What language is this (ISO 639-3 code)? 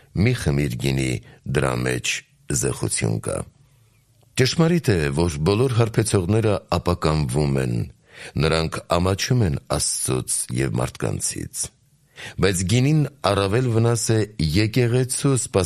hye